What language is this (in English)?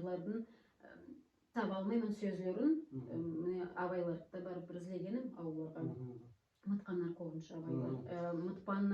Nogai